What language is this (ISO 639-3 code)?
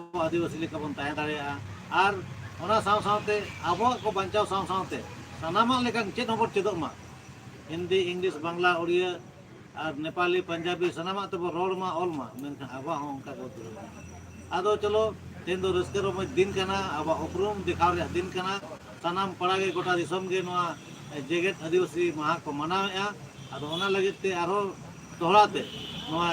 sat